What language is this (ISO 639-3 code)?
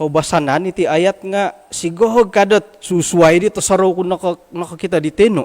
dtp